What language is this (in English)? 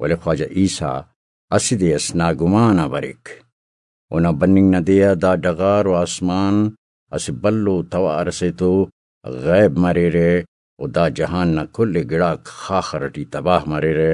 Brahui